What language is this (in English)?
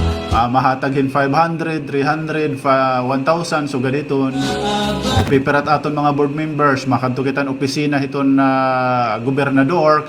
Waray